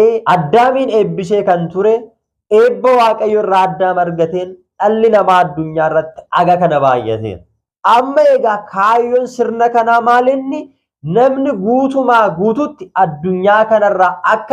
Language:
Oromo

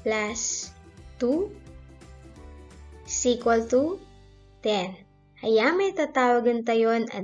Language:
Pangasinan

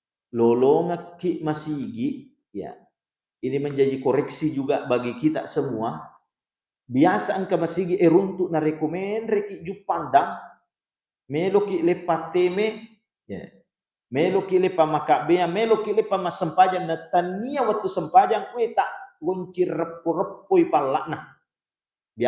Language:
Buginese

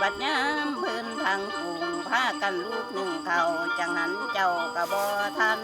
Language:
Northeastern Thai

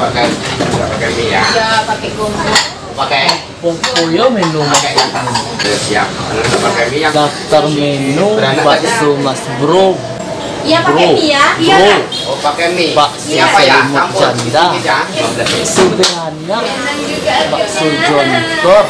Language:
Minangkabau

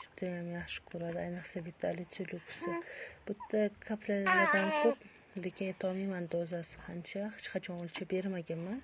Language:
Uzbek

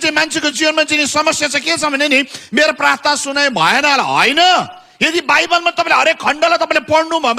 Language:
Nepali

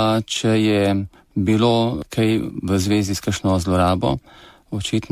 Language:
Slovenian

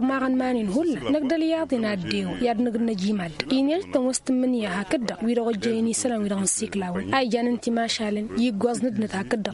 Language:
Tamasheq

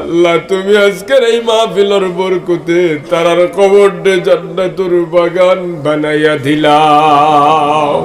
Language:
Sylheti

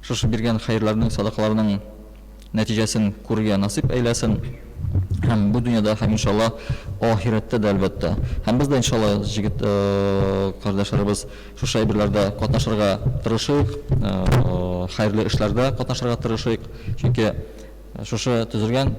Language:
Tatar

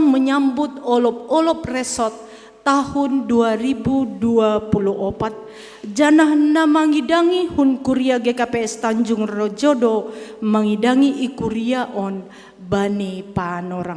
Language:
Batak Simalungun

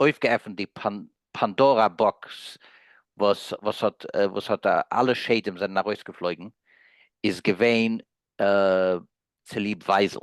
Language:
Yiddish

